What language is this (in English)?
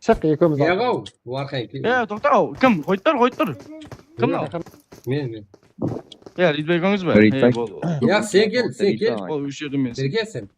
Kara-Kalpak